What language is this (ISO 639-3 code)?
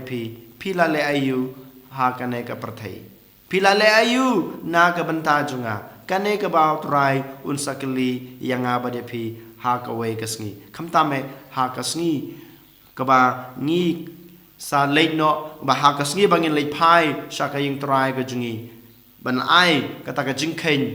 kha